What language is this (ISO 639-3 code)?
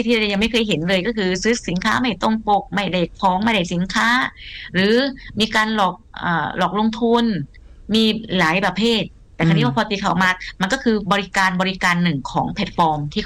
tha